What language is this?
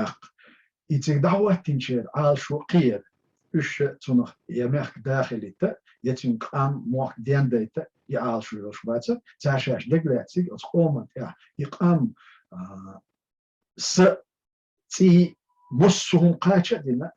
Chechen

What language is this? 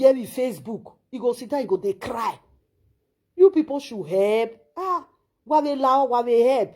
Nigerian Pidgin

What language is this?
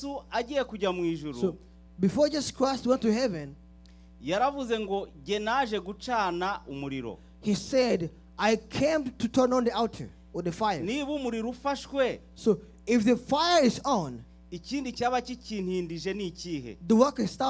Kinyarwanda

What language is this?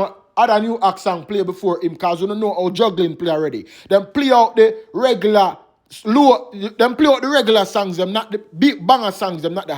Jamaican Creole English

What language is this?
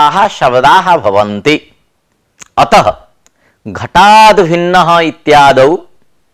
Sanskrit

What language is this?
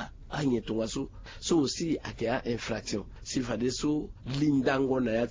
Sango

